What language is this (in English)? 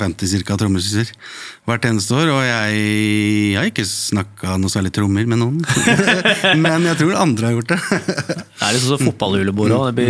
Norwegian